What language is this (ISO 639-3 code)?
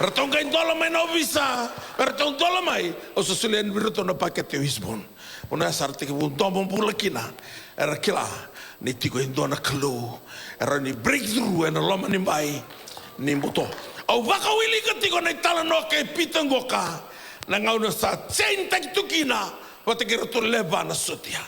fij